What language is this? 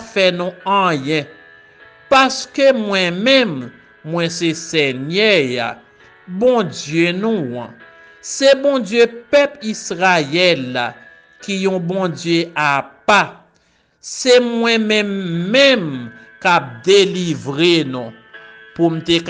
Haitian Creole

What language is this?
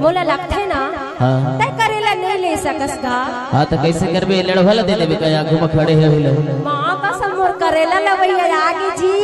Chhattisgarhi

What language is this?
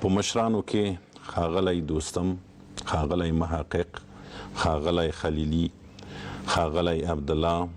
Pashto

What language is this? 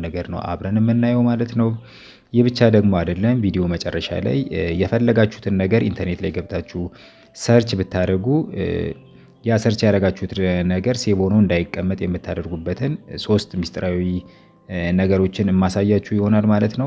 Amharic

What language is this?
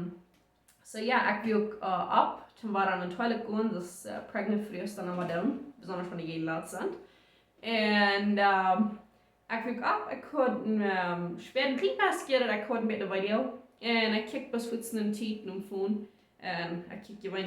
Plautdietsch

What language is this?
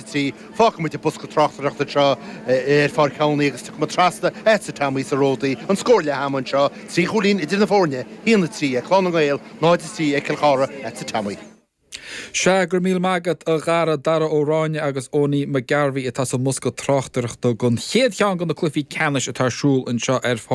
Irish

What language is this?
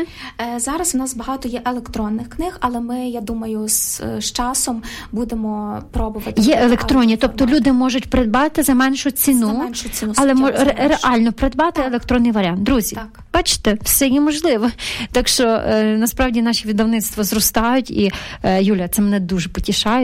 Ukrainian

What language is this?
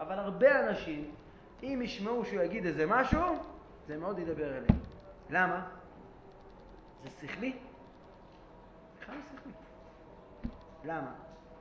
Hebrew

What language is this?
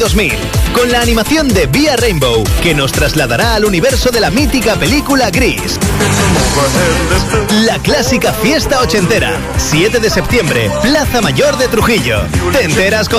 Spanish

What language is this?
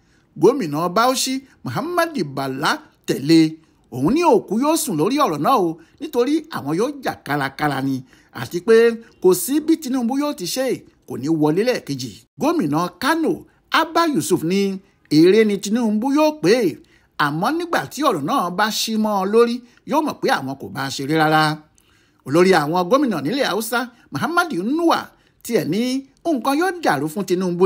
Yoruba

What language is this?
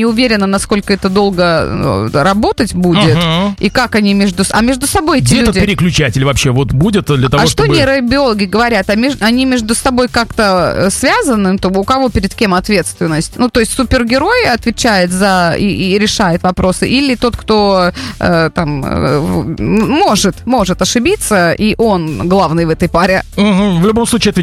Russian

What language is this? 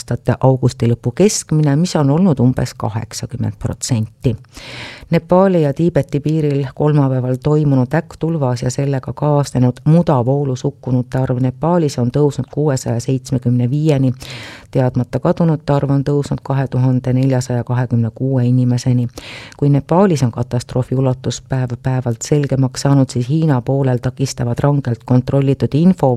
Estonian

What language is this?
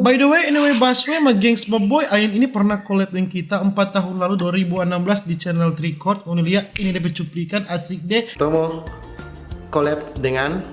Manado Malay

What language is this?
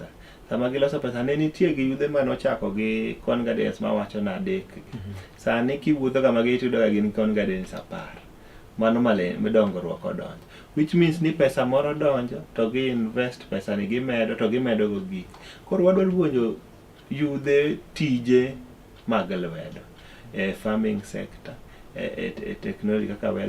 Luo (Kenya and Tanzania)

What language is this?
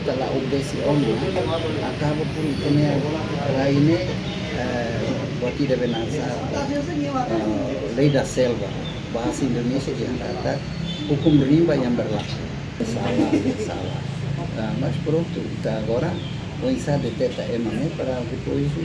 Tetum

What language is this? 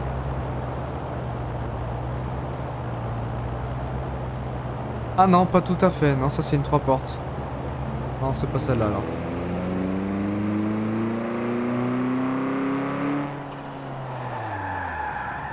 French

